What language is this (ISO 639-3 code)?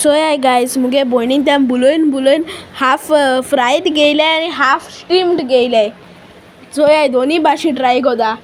kok